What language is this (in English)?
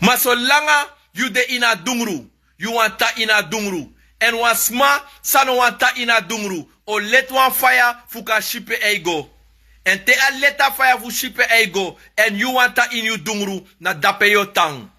Sranan Tongo